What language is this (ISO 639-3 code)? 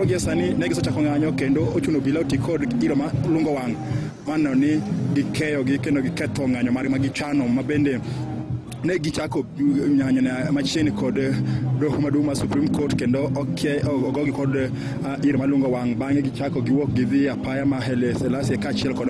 luo